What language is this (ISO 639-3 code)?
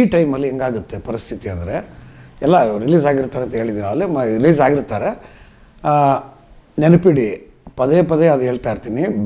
kan